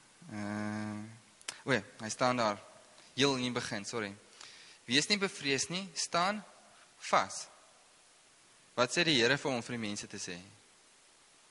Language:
Afrikaans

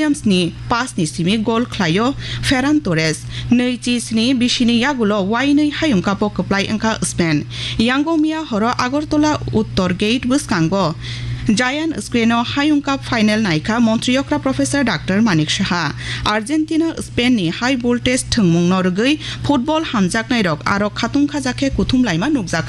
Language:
Kok Borok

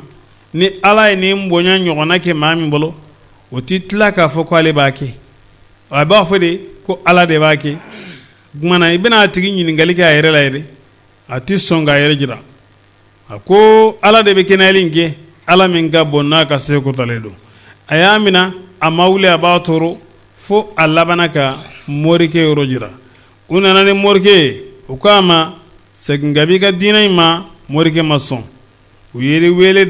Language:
Bambara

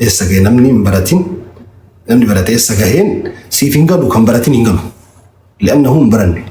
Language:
Oromo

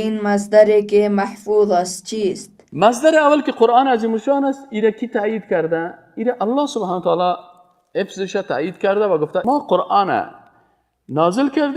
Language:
Persian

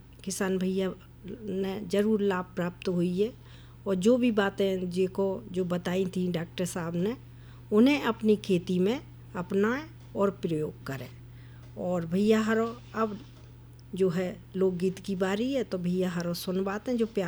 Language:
Hindi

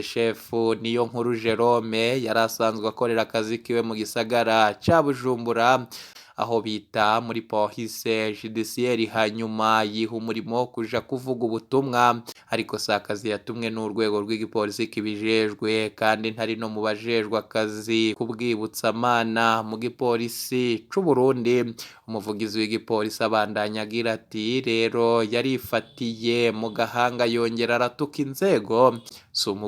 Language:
Rundi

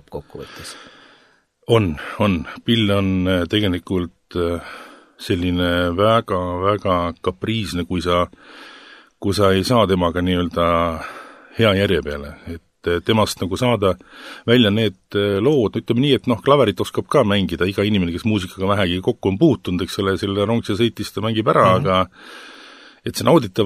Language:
Estonian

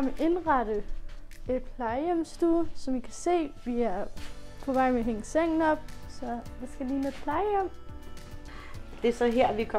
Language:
Danish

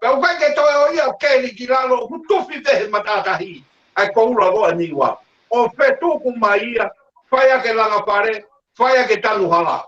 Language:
Tongan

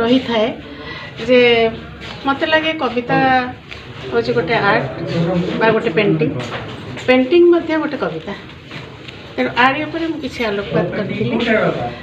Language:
Odia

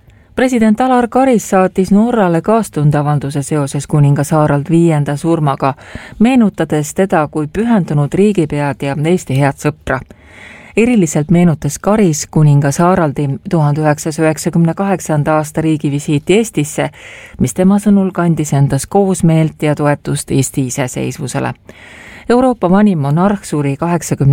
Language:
Estonian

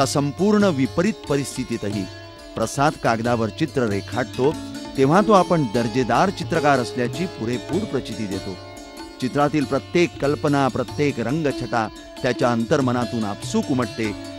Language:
Marathi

